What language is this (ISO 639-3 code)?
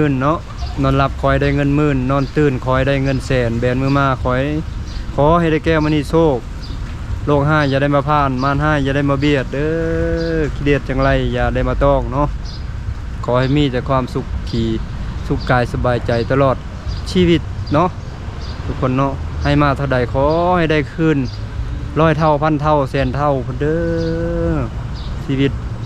lao